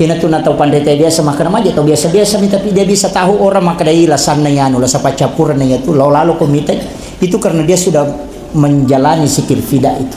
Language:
Buginese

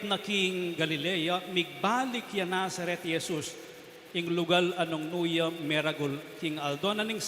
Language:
Pampanga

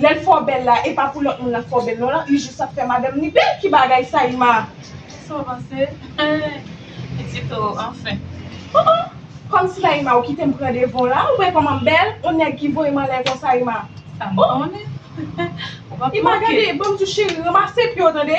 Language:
Haitian Creole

